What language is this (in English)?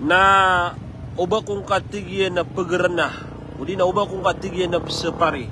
Maranao